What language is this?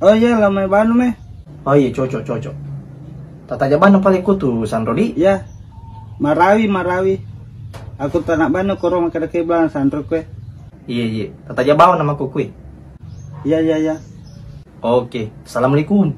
Buginese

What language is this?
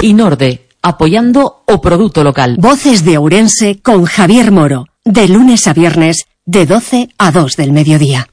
Galician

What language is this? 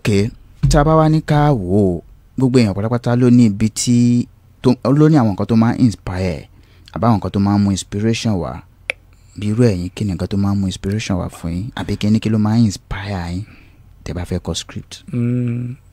Yoruba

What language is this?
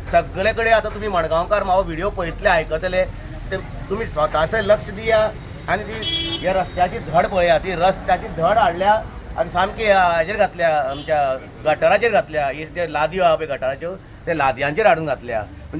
Konkani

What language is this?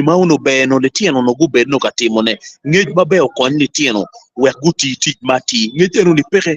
Acoli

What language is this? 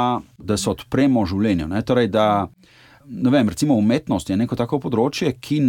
Slovenian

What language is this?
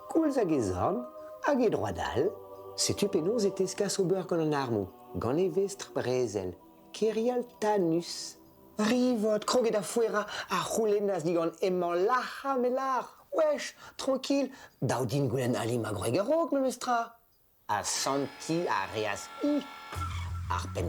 Breton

